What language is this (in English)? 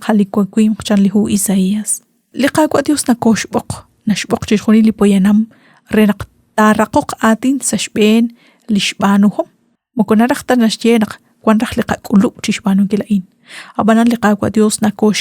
Kekchí